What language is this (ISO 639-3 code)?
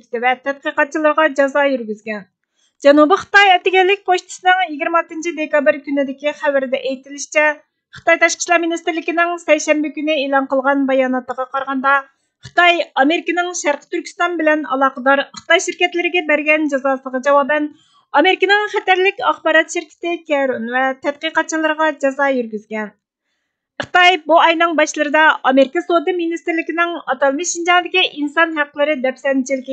uig